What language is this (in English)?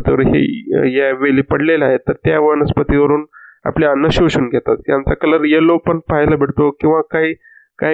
Marathi